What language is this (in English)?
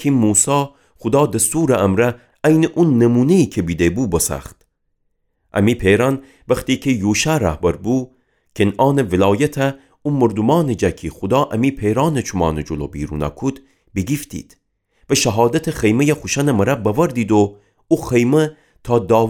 Gilaki